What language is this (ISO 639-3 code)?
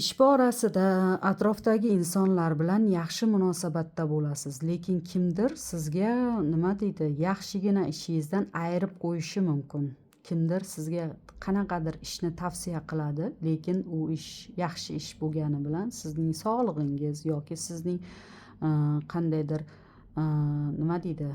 uzb